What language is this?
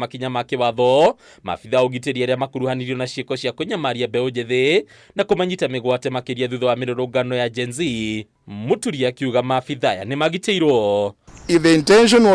Kikuyu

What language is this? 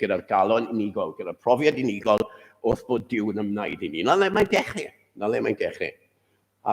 Welsh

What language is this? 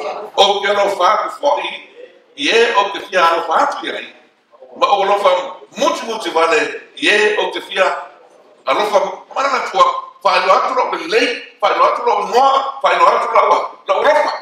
Samoan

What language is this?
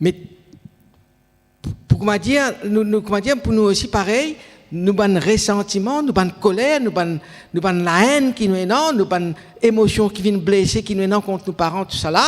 Morisyen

